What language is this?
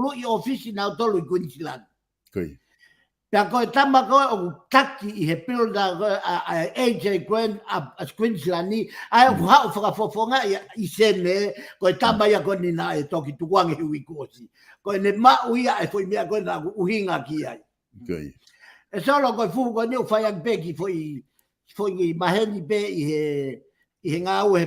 Tongan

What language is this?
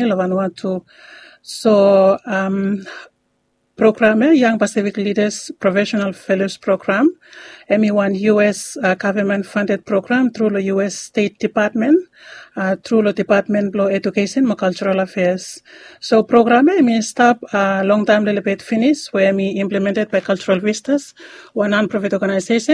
Bislama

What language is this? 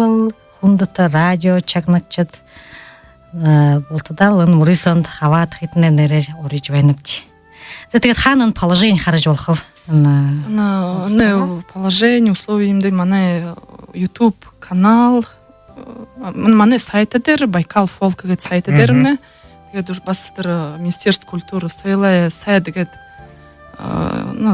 Buriat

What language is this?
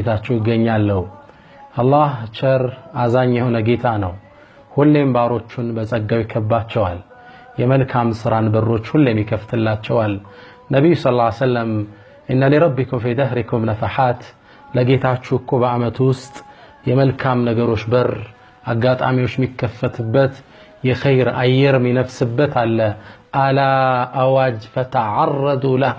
Amharic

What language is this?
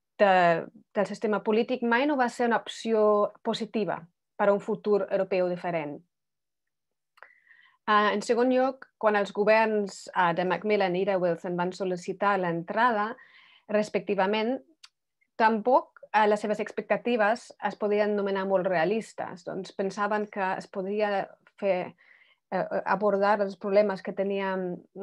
Catalan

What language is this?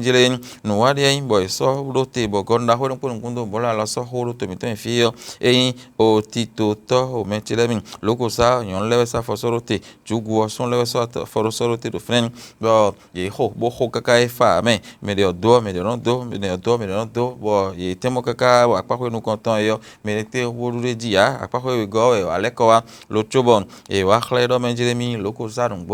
Fon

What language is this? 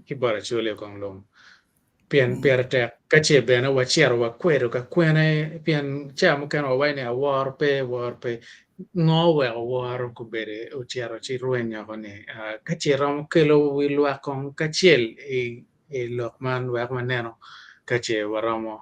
Acoli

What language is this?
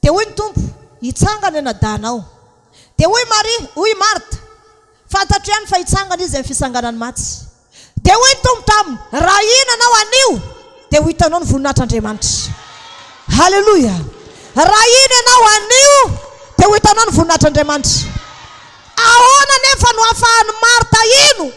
Malagasy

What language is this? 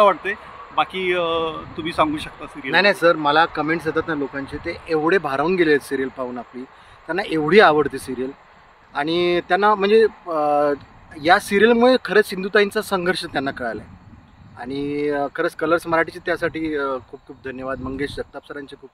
Marathi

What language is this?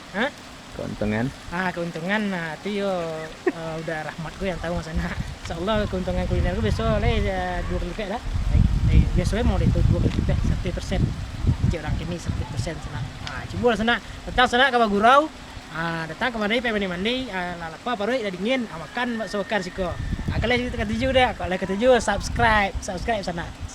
Minangkabau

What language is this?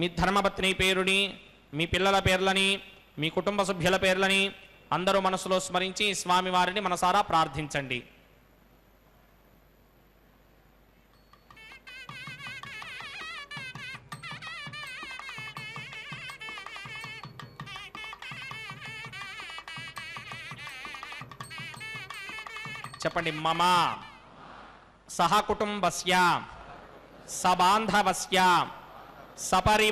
Telugu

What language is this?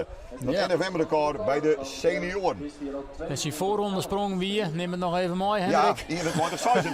Western Frisian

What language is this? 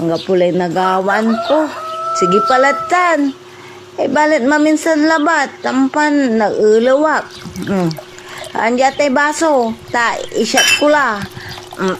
Pangasinan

